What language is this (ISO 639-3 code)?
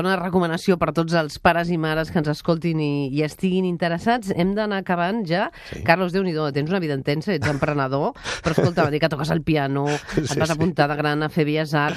cat